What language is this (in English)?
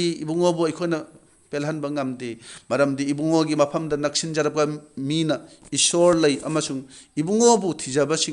Manipuri